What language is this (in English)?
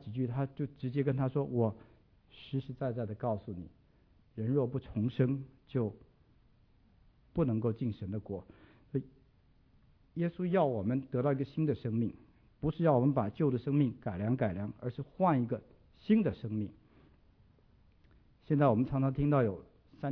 Chinese